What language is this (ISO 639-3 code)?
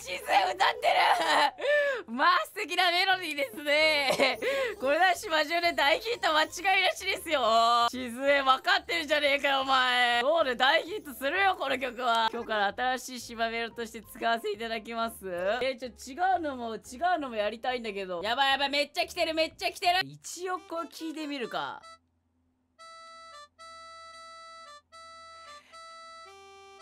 jpn